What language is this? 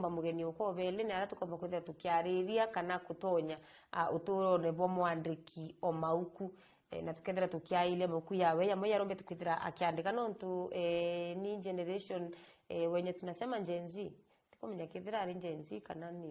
Meru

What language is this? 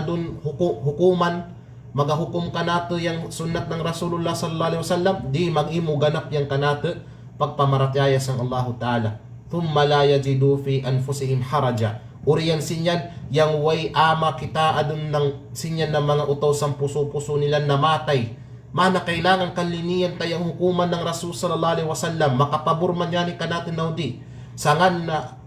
Kalagan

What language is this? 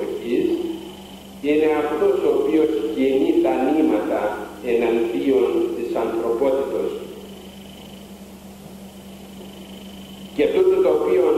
Greek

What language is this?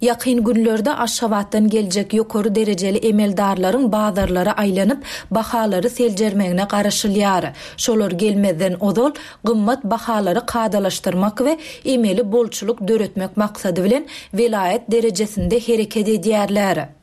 Turkmen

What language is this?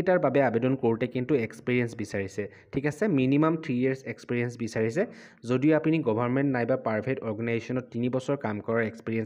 Assamese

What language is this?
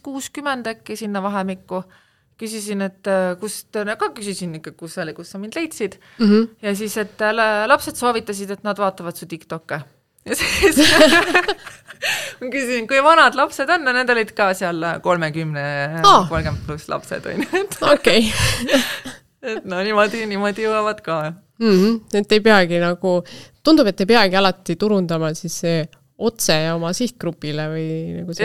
Estonian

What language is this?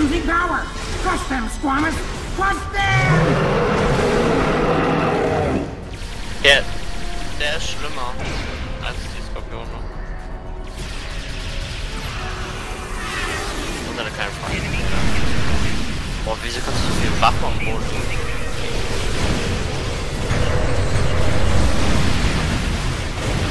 German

